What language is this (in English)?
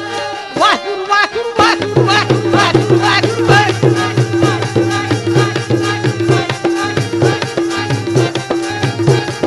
Punjabi